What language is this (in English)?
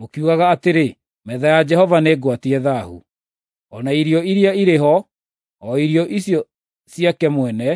Kikuyu